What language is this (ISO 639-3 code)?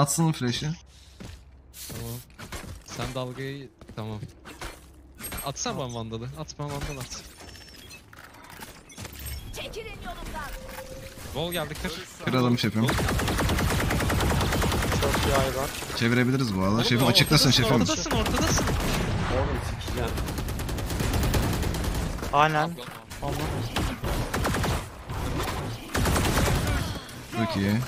tur